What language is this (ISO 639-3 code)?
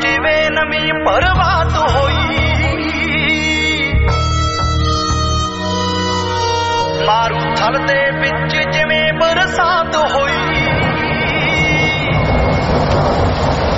pan